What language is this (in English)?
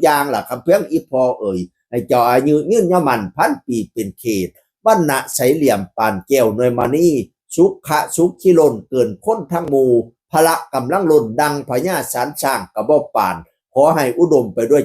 Northeastern Thai